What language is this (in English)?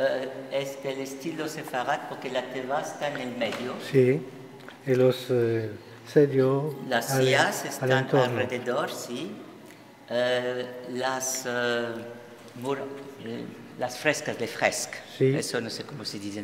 Ladino